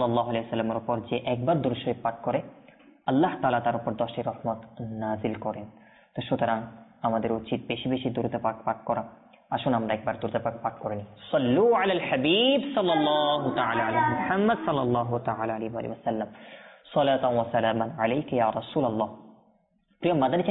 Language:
Bangla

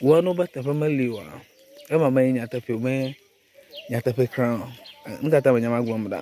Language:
Ewe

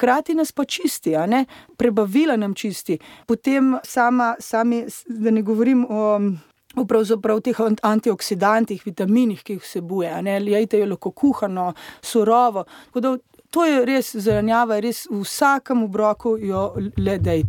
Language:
Slovenian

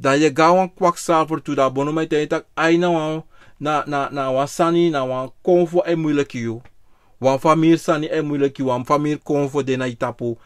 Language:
Sranan Tongo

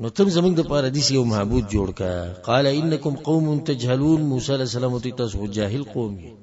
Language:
Pashto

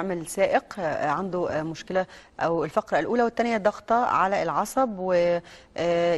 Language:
Egyptian Arabic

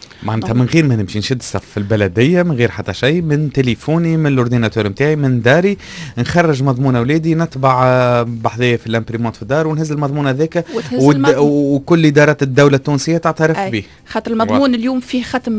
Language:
Tunisian Arabic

